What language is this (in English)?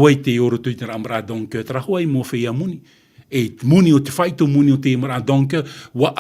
Tahitian